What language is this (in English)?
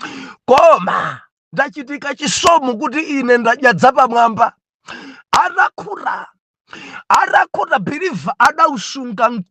Nyanja